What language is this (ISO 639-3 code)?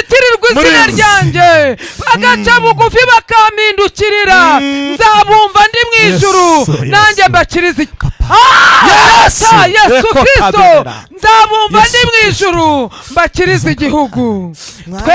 kin